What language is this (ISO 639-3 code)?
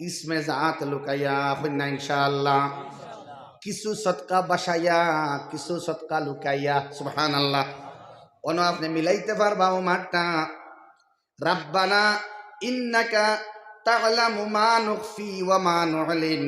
syl